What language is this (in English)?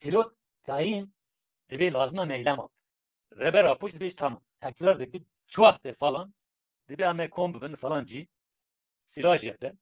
Kurdish